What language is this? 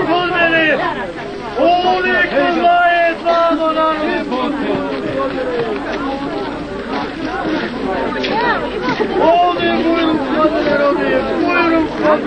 Bosnian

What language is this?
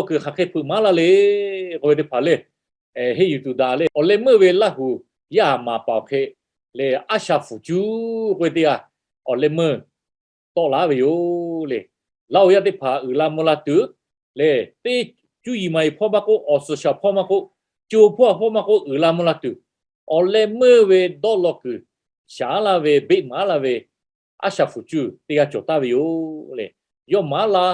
Lahu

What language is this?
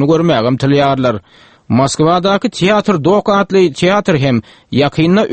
Turkmen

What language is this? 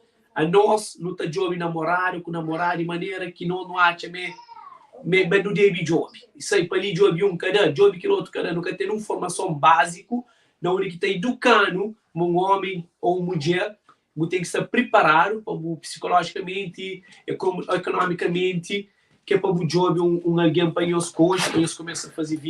Kabuverdianu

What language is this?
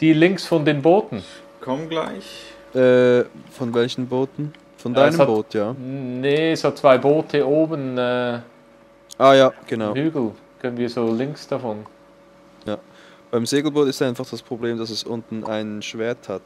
Swiss German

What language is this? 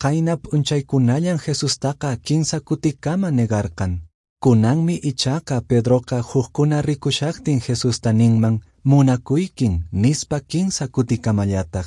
Quechua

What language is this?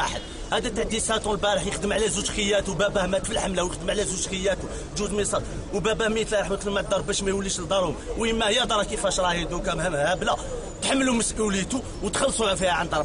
Algerian Arabic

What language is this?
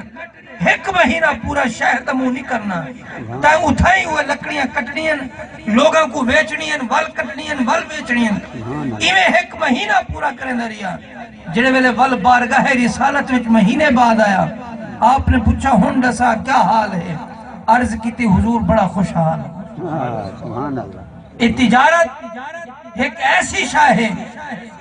Saraiki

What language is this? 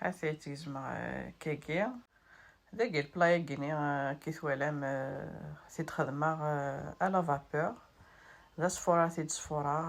Kabyle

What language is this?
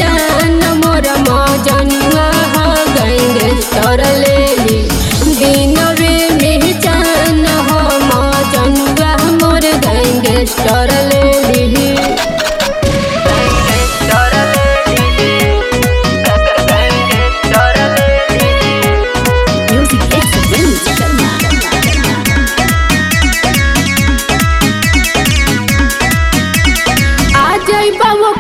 Bhojpuri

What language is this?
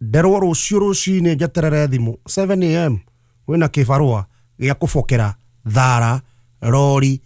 Kikuyu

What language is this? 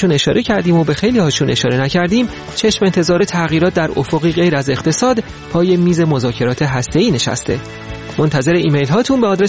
Persian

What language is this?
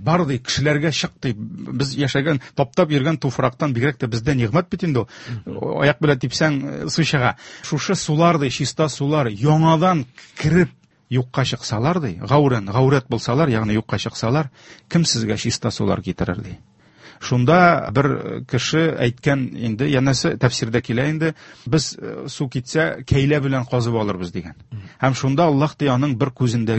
Tatar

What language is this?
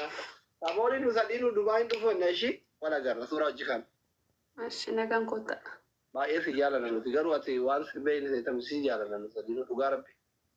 Oromo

